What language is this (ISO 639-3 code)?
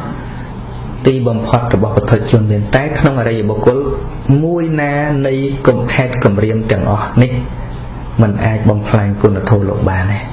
khm